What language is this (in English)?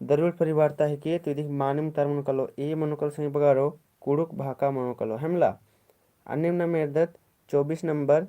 Kurukh